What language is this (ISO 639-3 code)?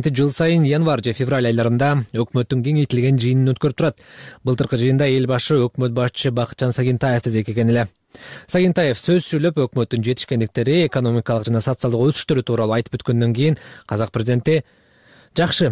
kir